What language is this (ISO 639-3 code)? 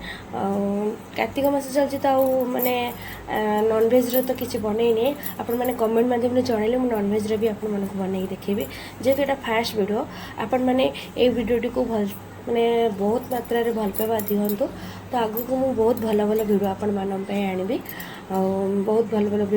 ori